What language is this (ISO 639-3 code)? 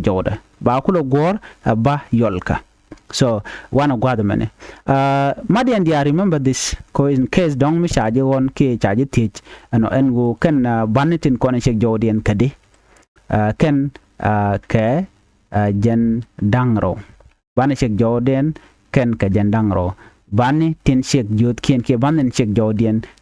nus